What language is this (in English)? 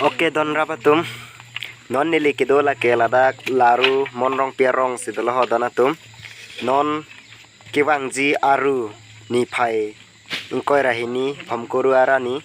Karbi